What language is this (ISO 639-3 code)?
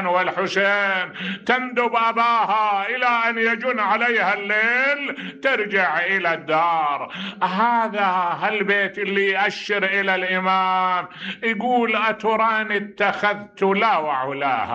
acm